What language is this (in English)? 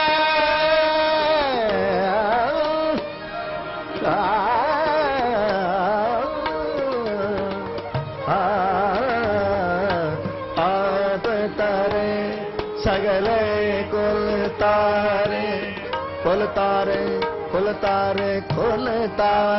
Punjabi